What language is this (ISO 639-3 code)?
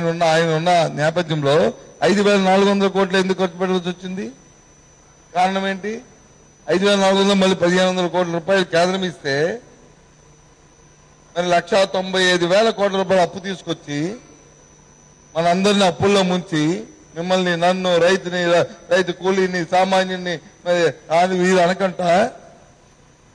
tel